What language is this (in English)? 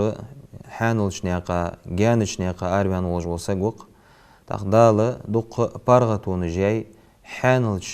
Ingush